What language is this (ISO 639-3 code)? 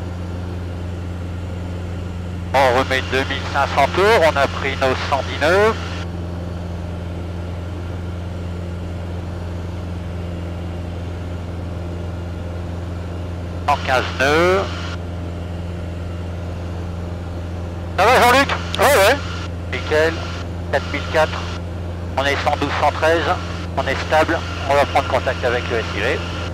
fra